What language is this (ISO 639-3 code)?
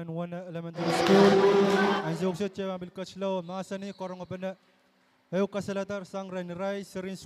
pon